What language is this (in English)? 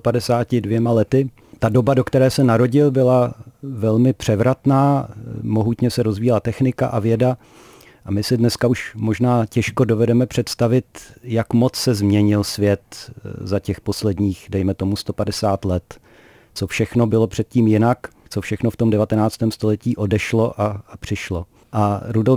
Czech